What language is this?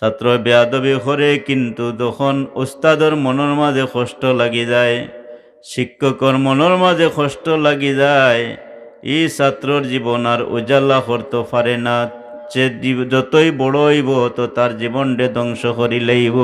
Sylheti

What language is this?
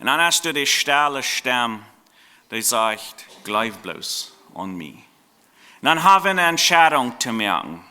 Plautdietsch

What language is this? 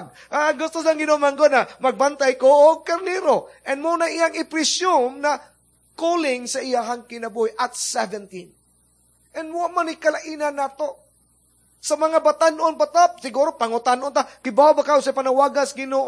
Cebuano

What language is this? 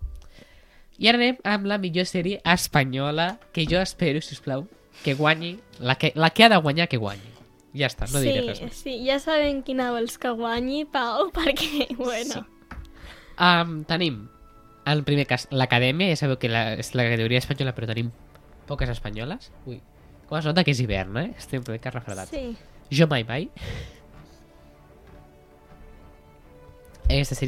Catalan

